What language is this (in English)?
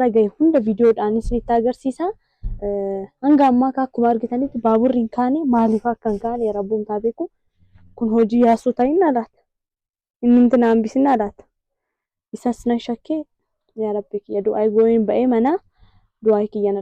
Oromo